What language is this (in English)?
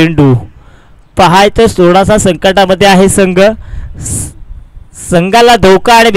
Marathi